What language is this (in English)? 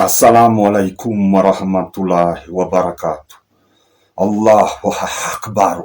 Malagasy